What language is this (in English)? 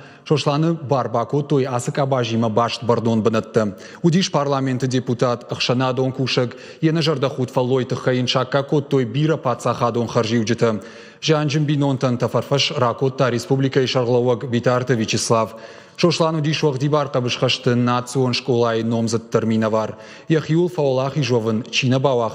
Ossetic